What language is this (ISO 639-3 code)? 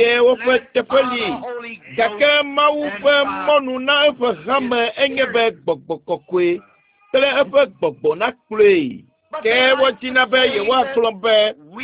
ewe